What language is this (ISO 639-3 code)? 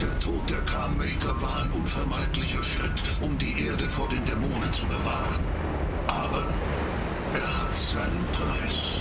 bar